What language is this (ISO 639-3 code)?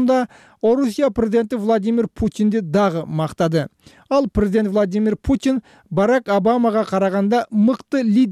kir